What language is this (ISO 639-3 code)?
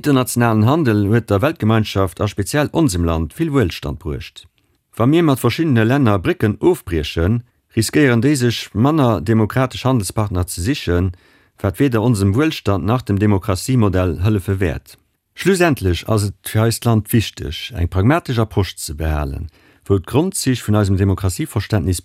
ltz